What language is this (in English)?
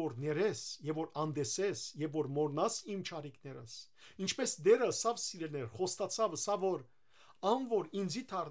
Western Armenian